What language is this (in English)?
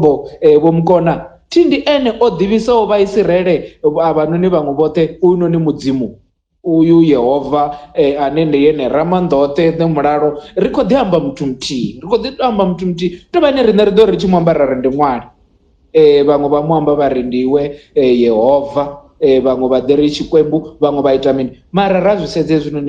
Venda